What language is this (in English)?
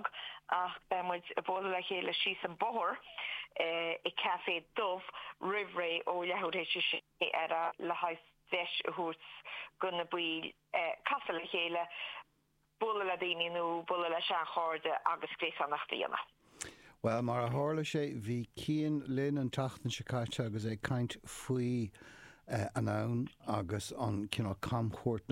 Irish